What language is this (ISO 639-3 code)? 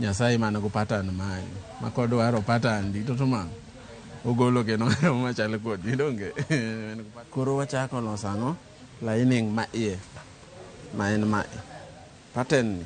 luo